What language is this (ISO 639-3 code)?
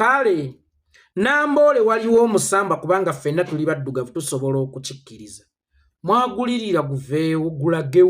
lug